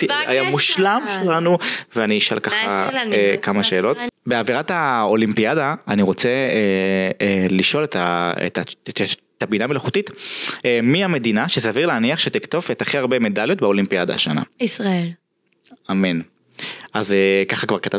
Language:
Hebrew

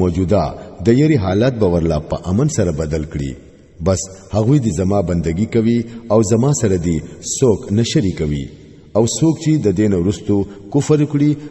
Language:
Pashto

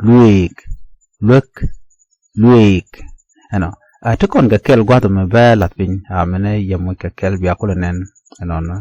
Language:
Nuer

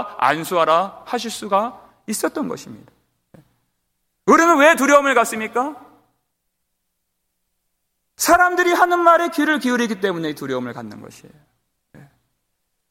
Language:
Korean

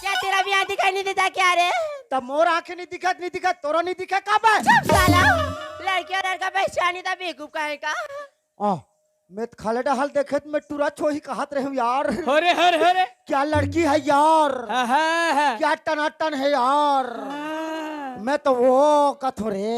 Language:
Chhattisgarhi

